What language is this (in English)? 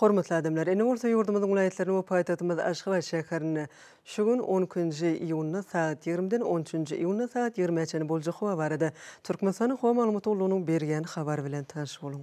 Turkmen